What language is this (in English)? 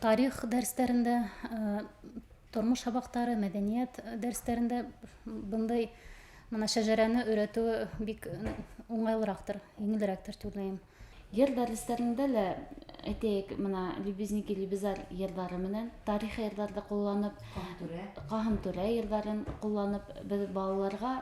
Bashkir